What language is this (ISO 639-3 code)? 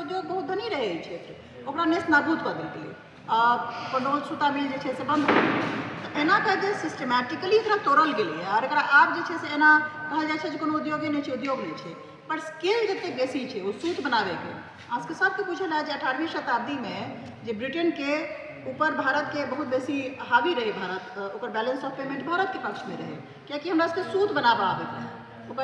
mai